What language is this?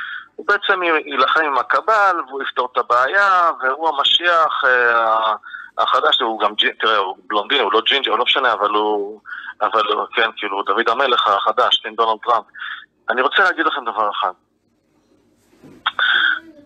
Hebrew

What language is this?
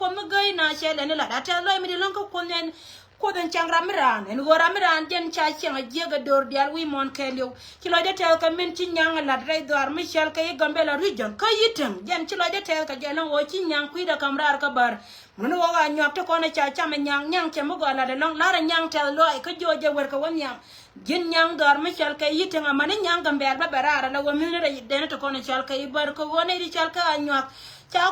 Nuer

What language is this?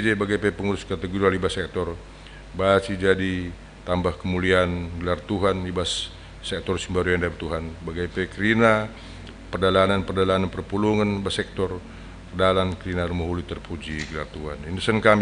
Batak Karo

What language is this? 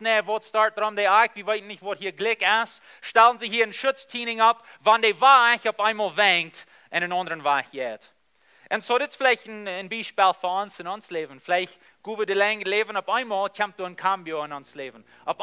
Plautdietsch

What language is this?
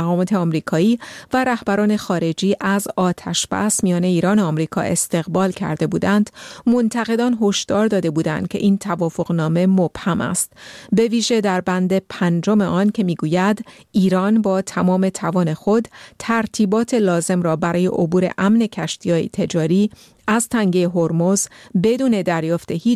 Persian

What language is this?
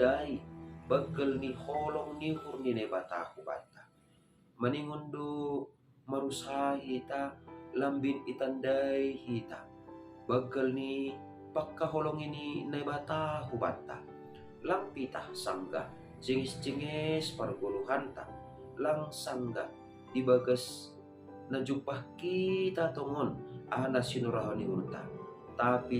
Batak Simalungun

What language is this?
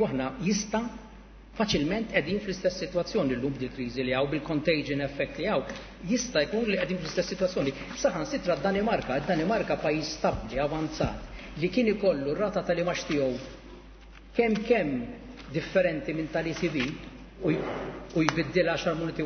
Maltese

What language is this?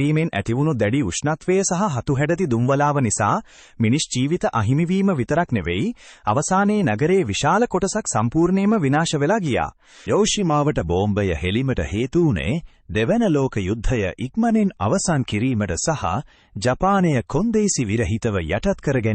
Sinhala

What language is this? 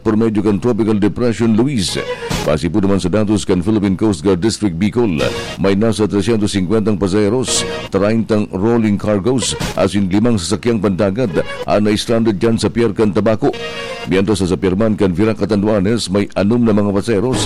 Bikol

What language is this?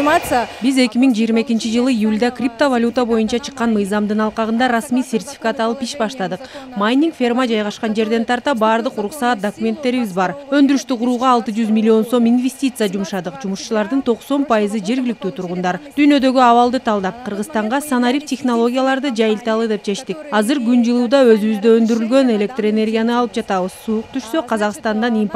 Kyrgyz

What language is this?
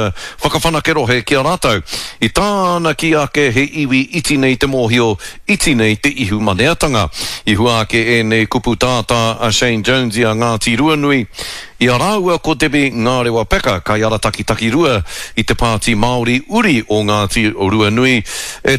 Māori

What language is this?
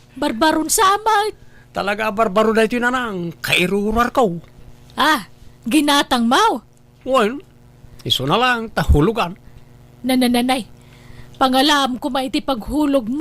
Iloko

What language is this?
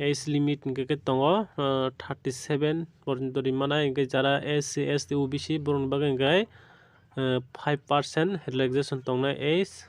Kok Borok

